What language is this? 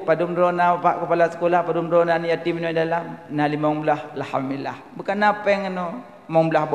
Achinese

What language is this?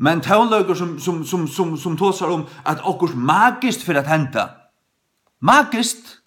Faroese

